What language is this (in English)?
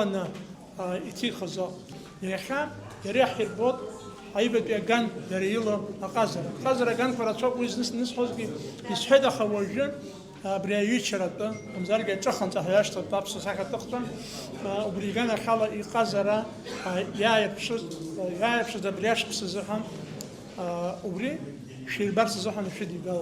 Abkhazian